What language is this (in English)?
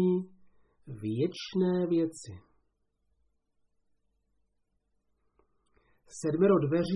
Czech